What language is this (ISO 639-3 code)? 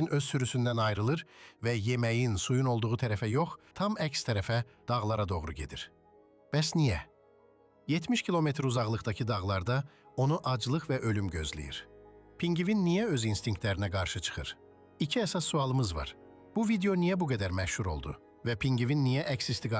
aze